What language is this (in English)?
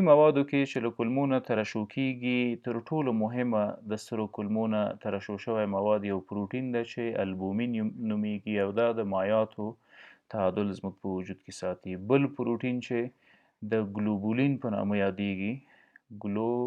Pashto